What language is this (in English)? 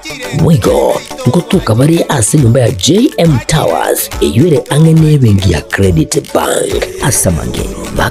Gusii